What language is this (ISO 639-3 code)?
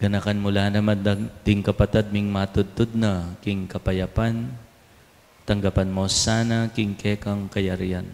pam